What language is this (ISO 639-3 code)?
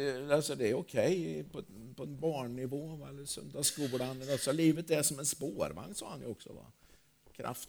swe